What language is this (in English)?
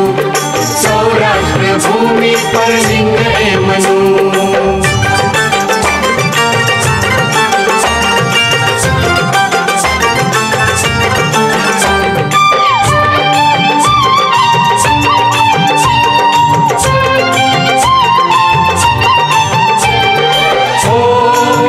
Gujarati